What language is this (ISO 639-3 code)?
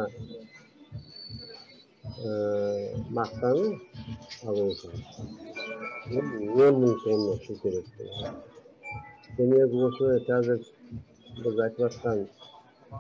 kaz